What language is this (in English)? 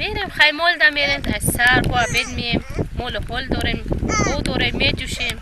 Tajik